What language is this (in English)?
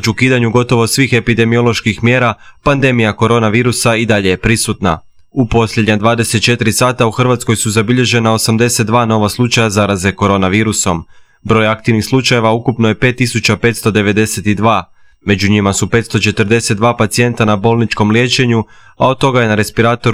Croatian